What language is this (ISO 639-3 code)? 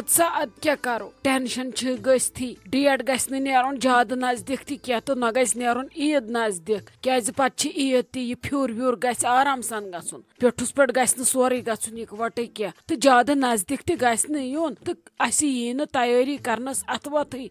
kas